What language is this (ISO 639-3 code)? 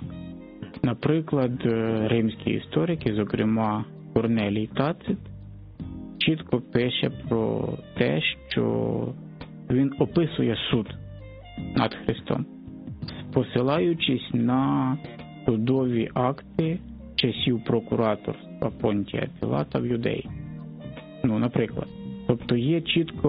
ukr